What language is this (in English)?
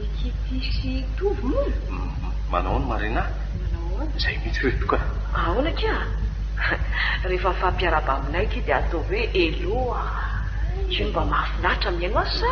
Malagasy